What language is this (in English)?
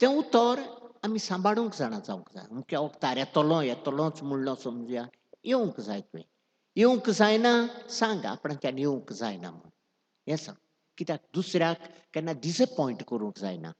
Konkani